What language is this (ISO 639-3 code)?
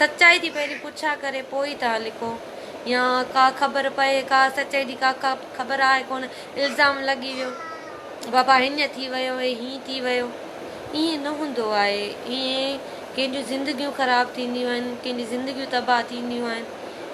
snd